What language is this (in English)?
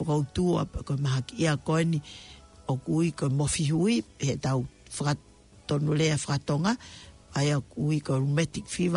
Tongan